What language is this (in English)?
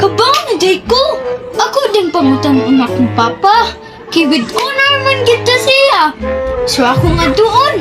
Cebuano